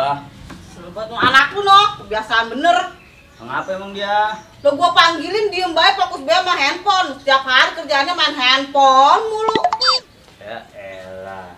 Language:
Betawi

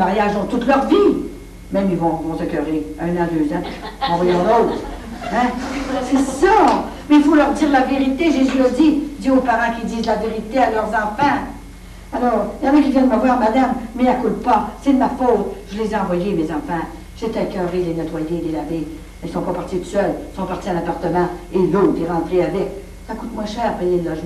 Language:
French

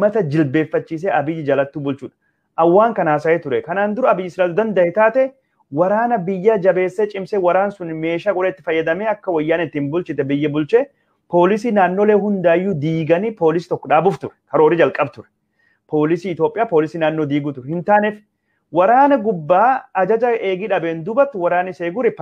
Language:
Oromo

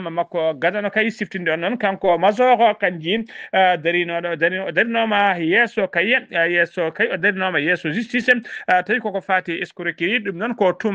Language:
Fula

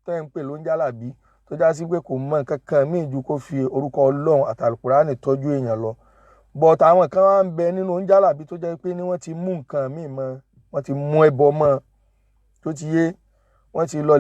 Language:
Yoruba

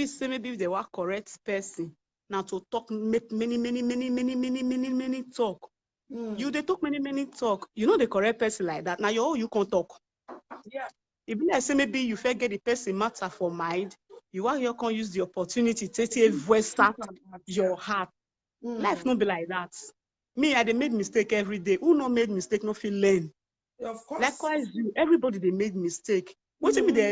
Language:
Nigerian Pidgin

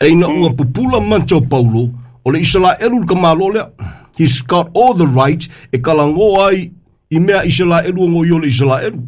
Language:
Samoan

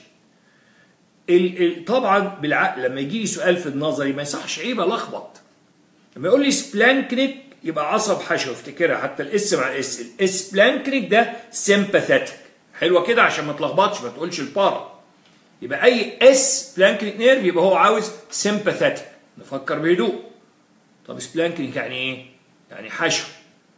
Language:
Egyptian Arabic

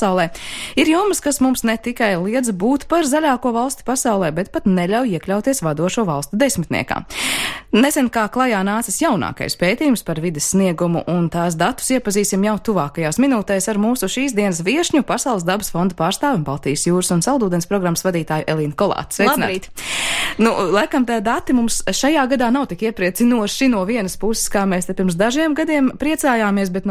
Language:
Latvian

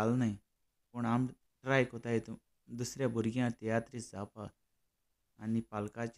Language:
Konkani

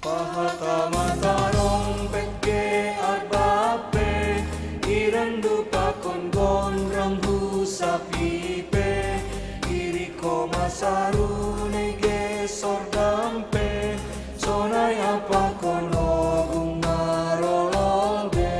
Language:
Batak Simalungun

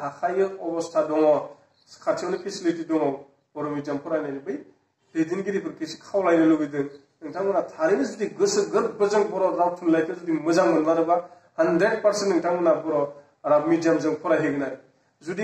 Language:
Bodo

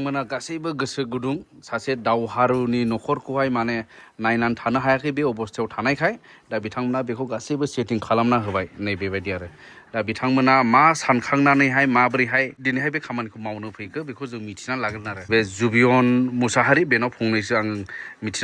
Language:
Bodo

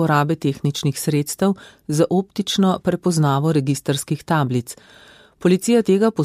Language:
Slovenian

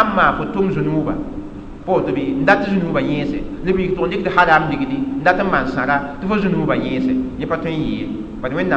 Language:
Mossi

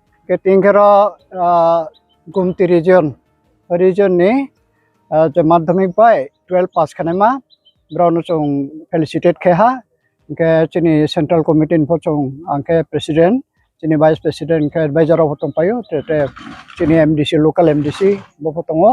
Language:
Riang (India)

